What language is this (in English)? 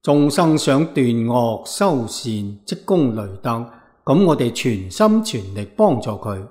Cantonese